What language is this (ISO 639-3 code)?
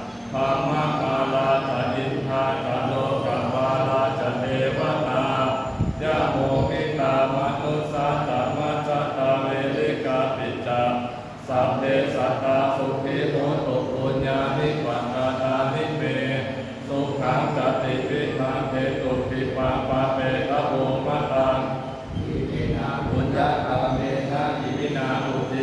pli